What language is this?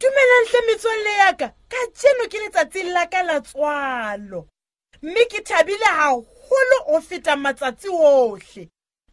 Southern Sotho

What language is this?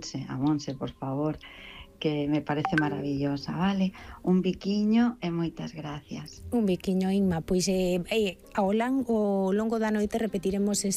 Galician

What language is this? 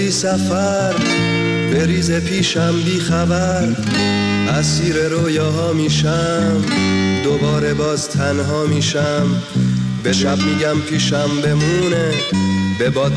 Persian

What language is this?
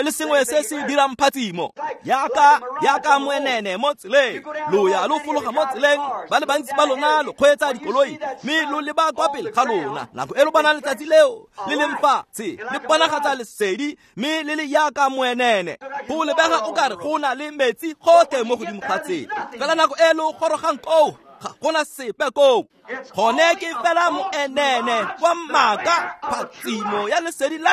Tswana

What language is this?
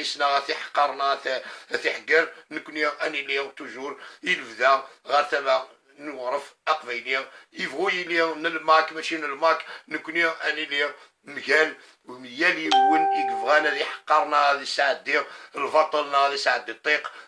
Kabyle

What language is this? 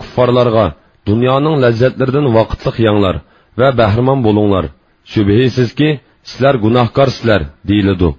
Uyghur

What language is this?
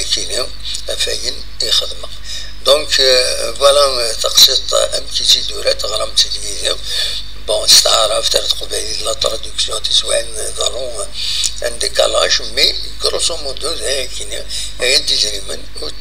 Kabyle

